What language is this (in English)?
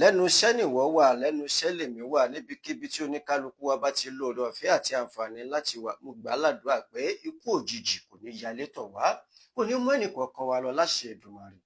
Yoruba